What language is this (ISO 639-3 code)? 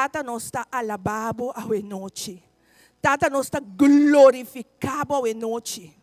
pap